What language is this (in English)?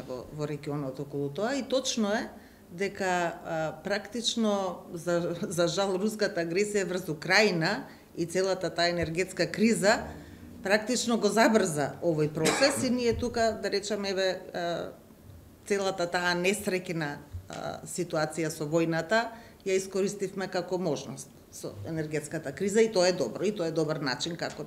Macedonian